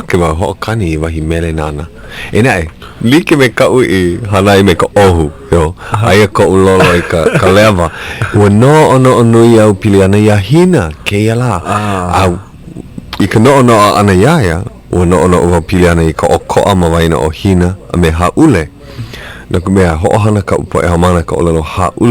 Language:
Hawaiian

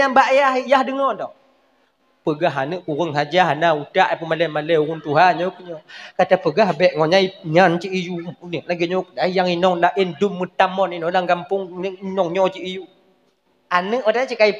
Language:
Achinese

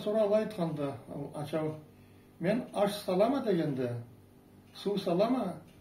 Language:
Karachay-Balkar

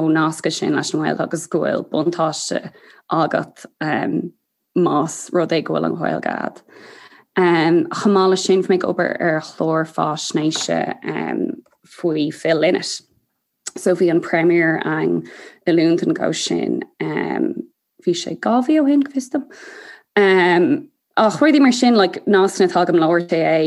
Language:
Irish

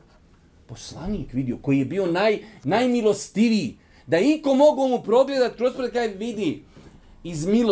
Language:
Bosnian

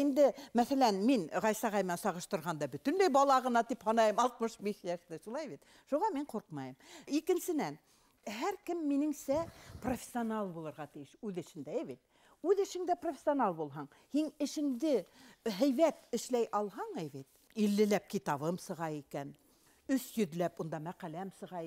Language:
Bashkir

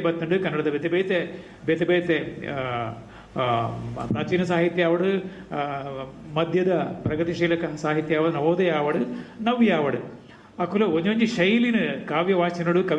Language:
Tulu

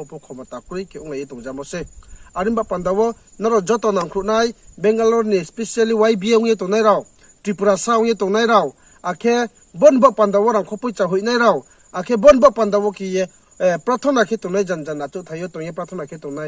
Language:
Riang (India)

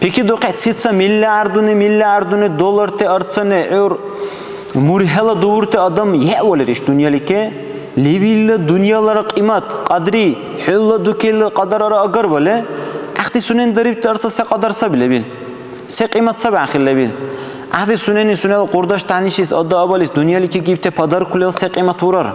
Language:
Dargwa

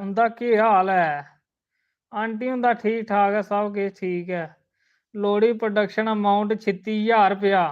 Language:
Dogri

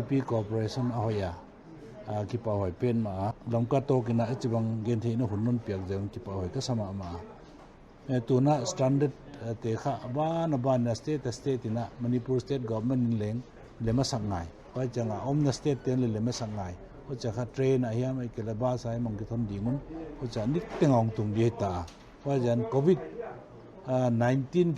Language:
Paite Chin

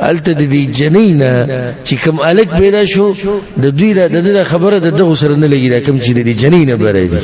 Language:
Pashto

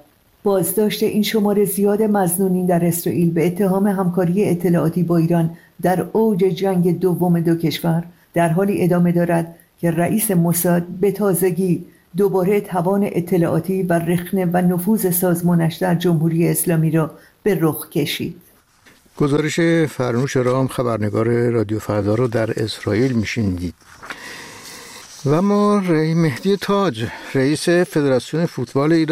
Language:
Persian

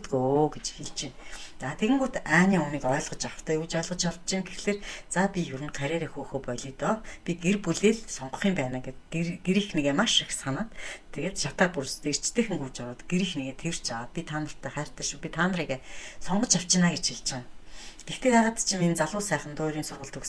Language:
Mongolian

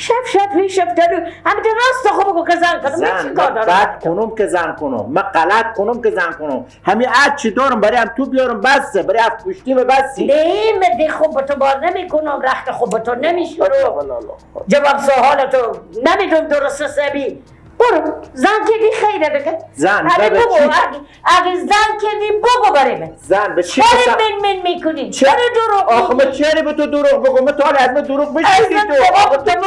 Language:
Persian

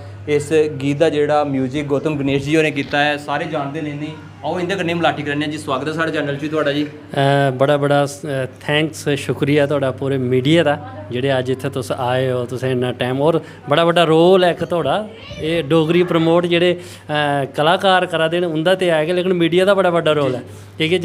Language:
Dogri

